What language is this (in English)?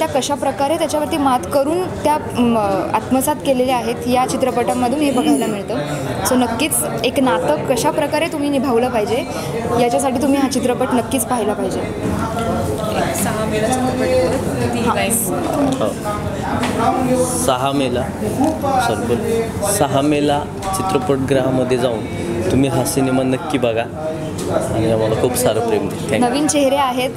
Marathi